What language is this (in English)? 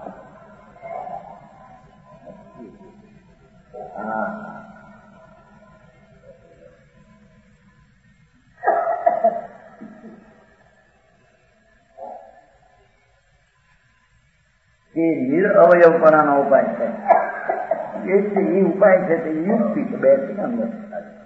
Gujarati